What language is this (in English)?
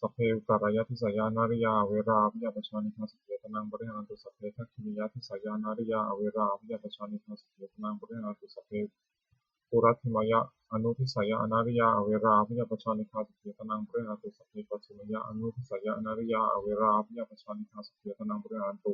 Pali